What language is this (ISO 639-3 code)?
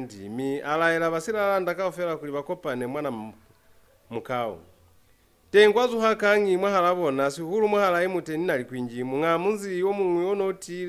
loz